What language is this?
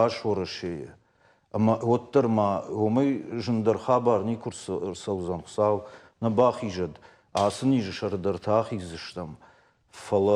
Ossetic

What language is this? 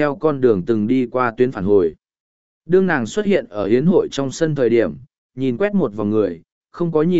Vietnamese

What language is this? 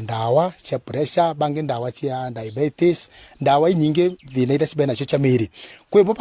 Meru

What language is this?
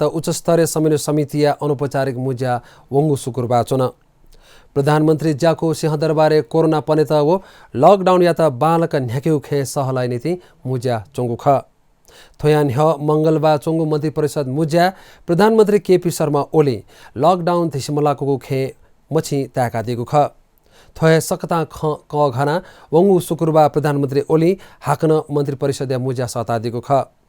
Newari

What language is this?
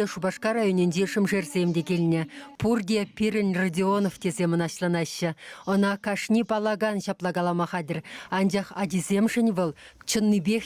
Chuvash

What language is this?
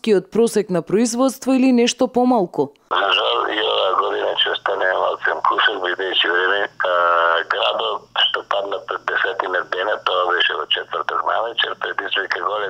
Macedonian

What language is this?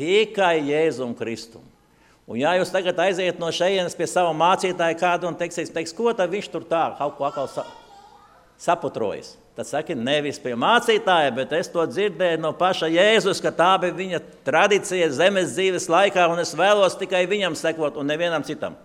Latvian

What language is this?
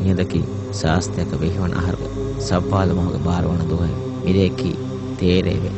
Divehi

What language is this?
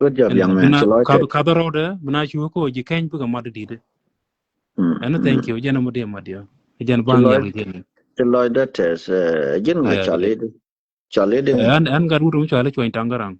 Nuer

